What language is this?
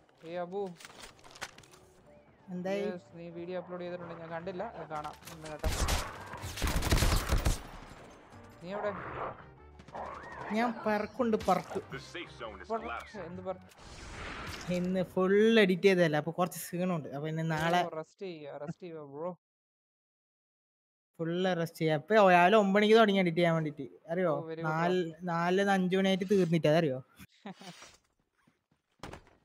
Malayalam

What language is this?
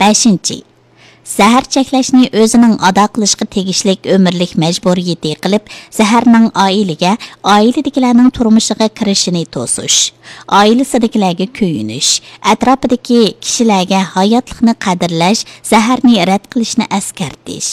Uyghur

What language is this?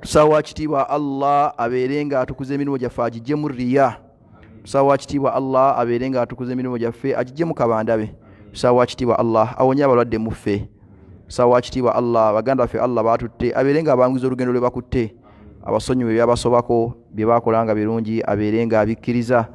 Ganda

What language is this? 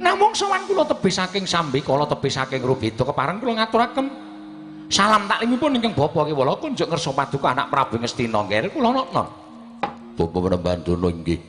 Javanese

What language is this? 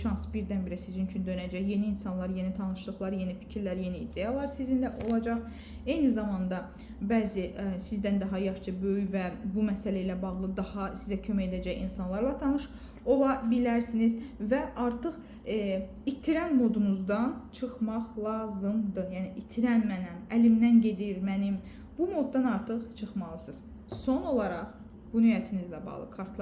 Azerbaijani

